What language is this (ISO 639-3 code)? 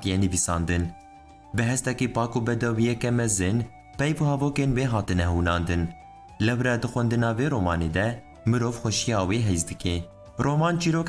kur